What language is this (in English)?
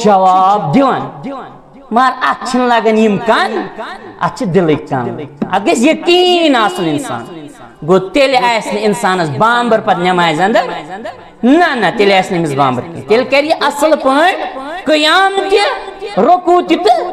Kashmiri